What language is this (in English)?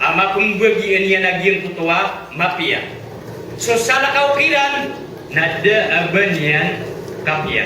Maranao